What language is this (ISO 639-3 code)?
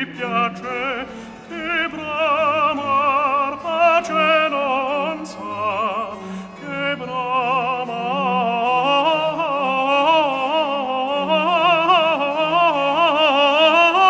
ita